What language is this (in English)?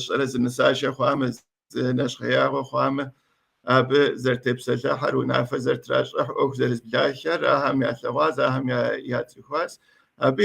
Kabardian